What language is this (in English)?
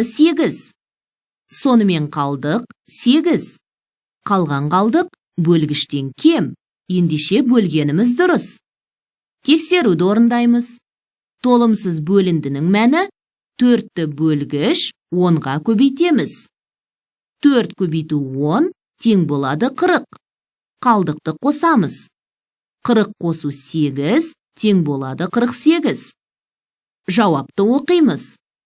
Kazakh